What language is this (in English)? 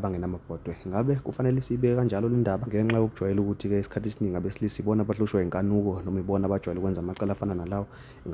Zulu